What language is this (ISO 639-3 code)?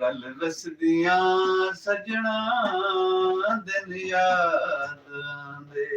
skr